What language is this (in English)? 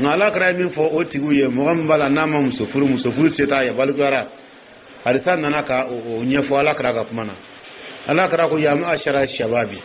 Dyula